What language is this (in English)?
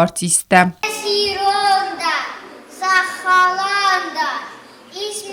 Ossetic